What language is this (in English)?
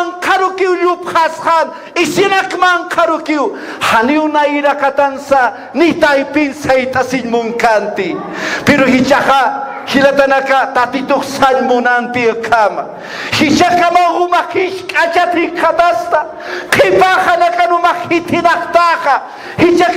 Aymara